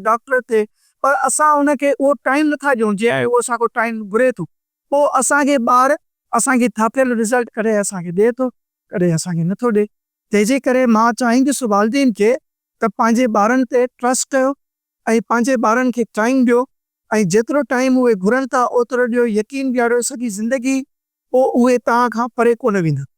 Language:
Sindhi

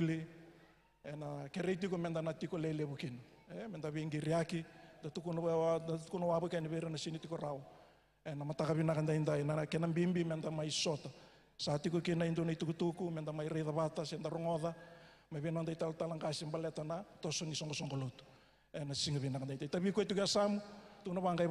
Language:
Fijian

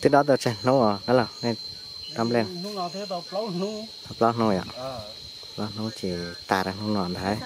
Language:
Hmong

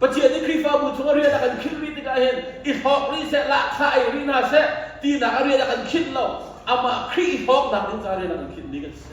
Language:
Hakha Chin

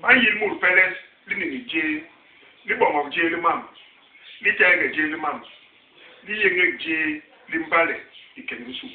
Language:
Basaa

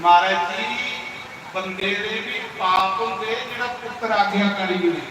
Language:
Dogri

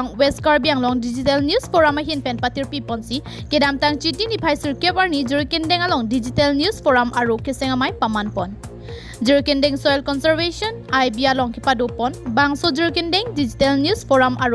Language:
Karbi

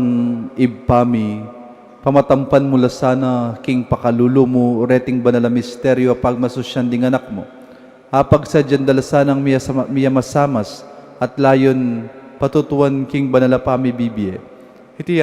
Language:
Pampanga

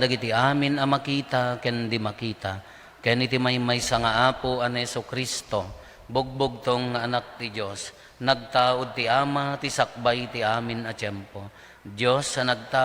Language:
Iloko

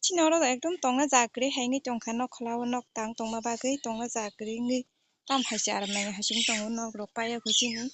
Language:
Kok Borok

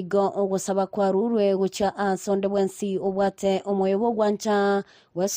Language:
Gusii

